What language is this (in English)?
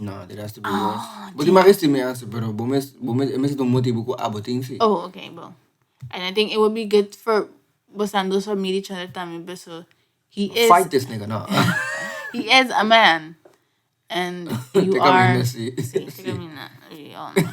Papiamento